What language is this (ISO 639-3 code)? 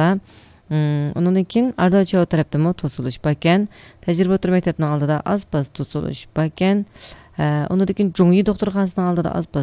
uig